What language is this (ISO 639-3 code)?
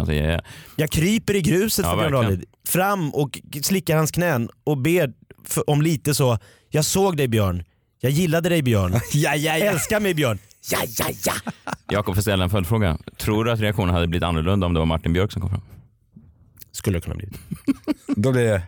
swe